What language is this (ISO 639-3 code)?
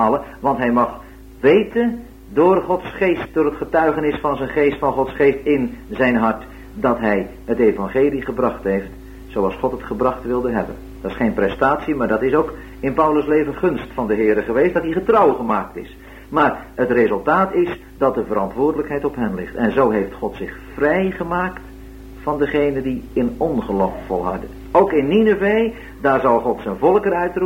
nld